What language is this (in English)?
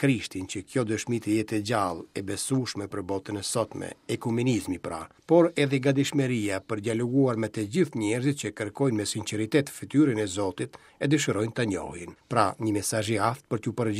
Albanian